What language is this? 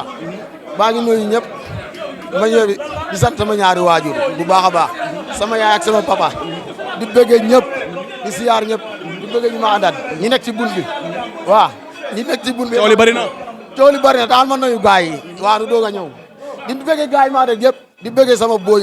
Wolof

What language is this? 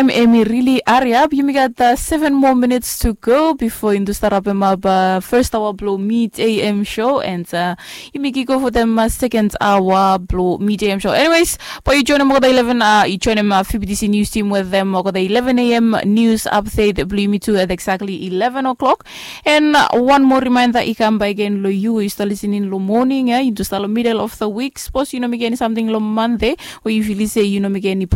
Bislama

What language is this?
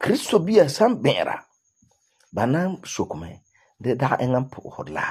Frafra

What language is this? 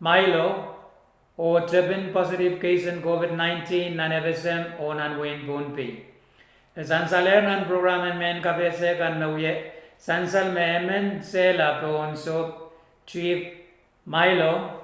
Pohnpeian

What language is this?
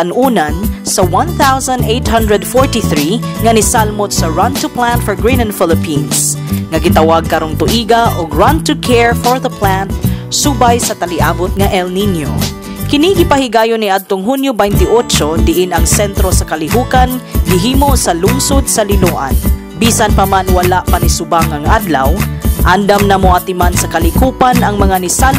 Cebuano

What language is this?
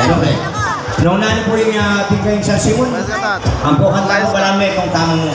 Pampanga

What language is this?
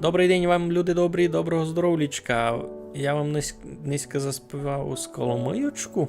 Rusyn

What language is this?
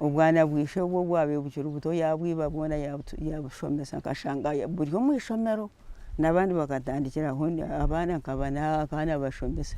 Nyankole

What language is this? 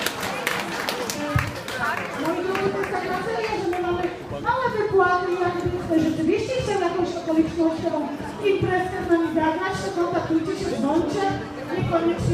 Polish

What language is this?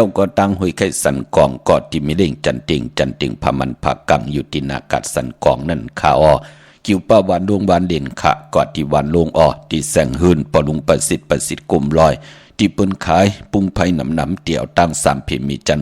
Shan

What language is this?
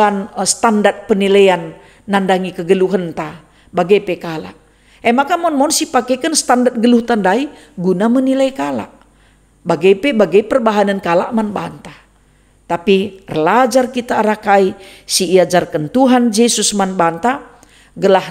Batak Karo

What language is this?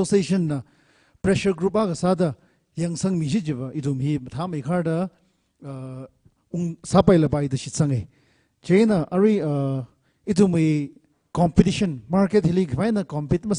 Tangkhul Naga (India)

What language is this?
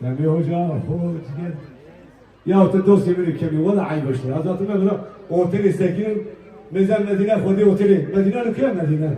Kurdish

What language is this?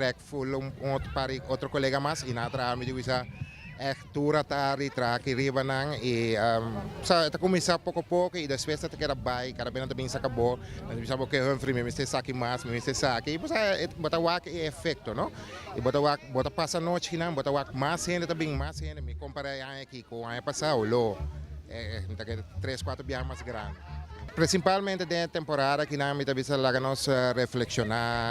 Papiamento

